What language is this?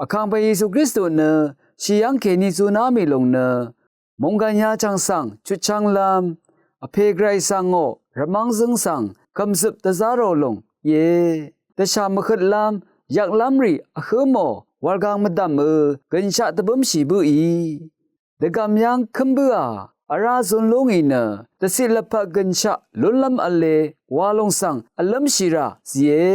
Rawang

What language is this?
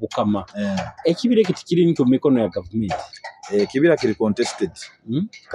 Nyoro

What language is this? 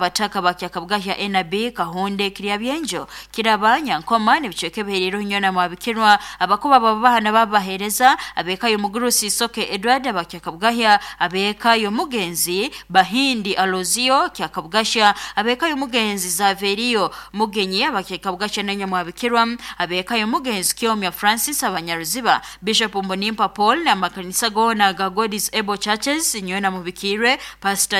Nyoro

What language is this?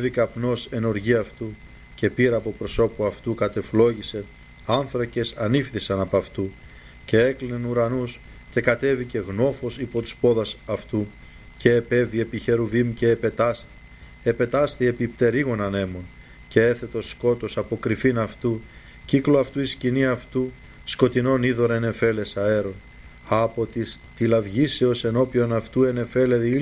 Greek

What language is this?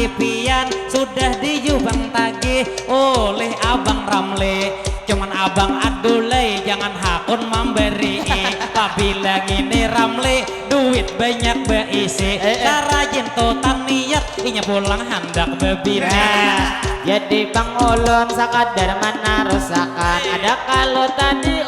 Banjar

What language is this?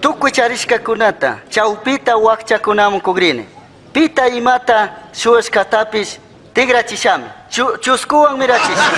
Chimborazo Highland Quichua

